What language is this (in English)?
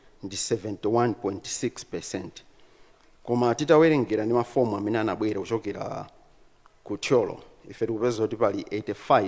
Nyanja